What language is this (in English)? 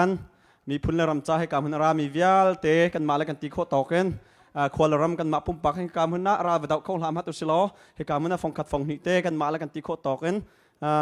Hakha Chin